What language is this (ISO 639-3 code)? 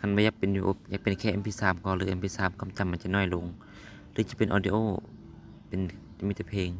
lao